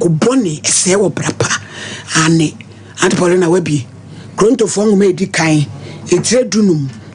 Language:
Akan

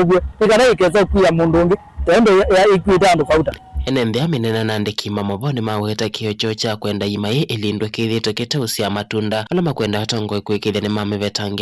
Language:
Kamba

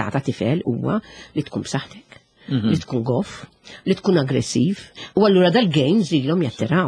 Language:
Maltese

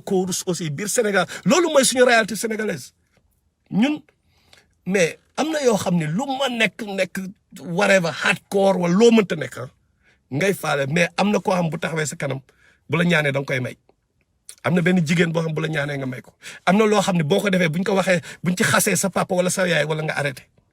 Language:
Wolof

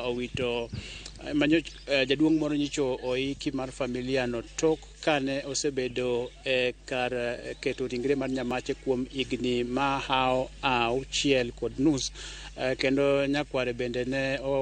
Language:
Luo (Kenya and Tanzania)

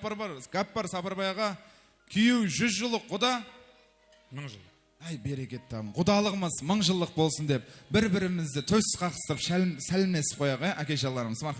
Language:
Kara-Kalpak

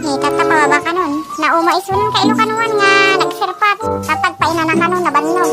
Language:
Iloko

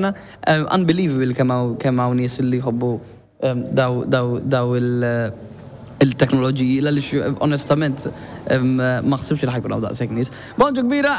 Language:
Maltese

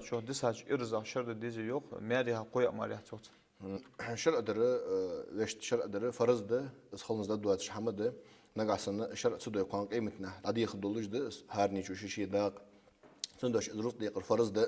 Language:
Ingush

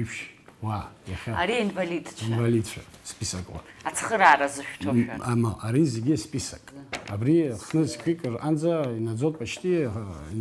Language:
Abkhazian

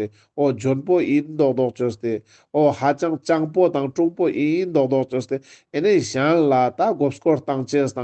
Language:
Ladakhi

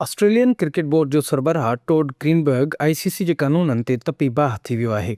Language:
Sindhi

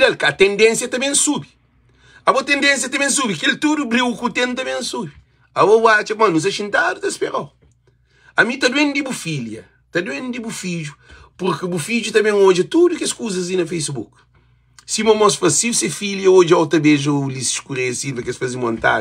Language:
Kabuverdianu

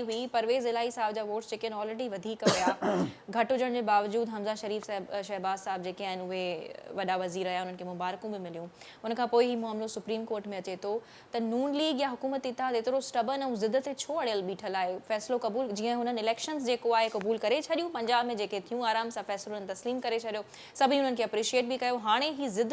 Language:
Sindhi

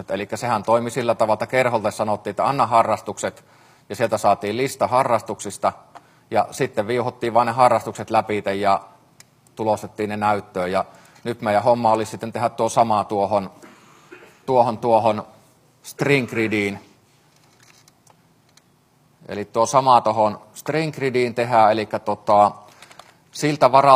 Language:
Finnish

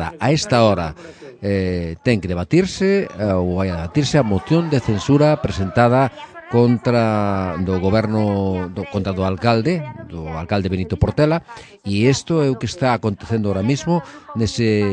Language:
Galician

